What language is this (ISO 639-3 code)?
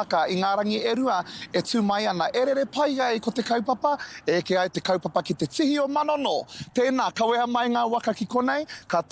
mri